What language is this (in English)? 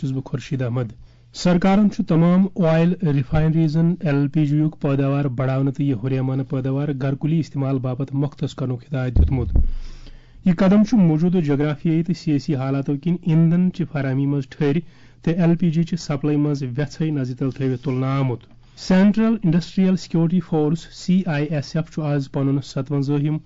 Kashmiri